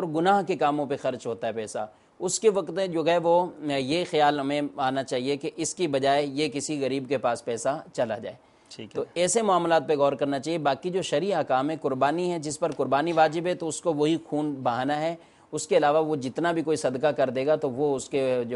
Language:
Urdu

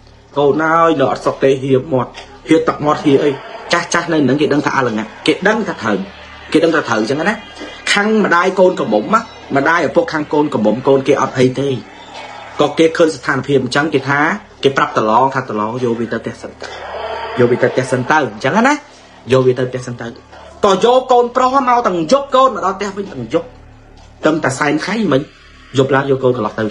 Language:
Khmer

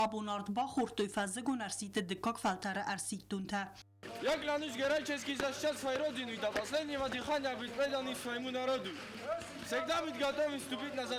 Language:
Ossetic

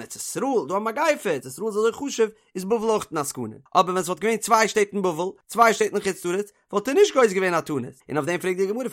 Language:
Yiddish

